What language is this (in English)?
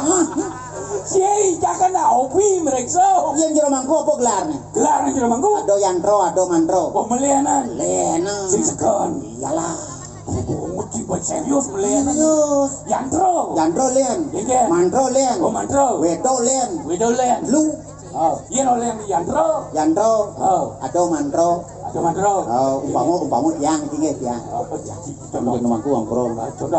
Balinese